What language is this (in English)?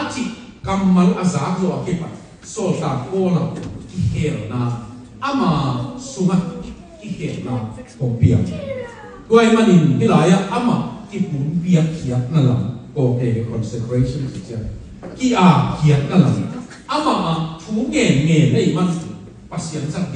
Tedim Chin